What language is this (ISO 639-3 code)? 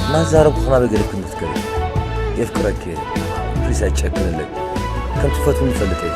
tir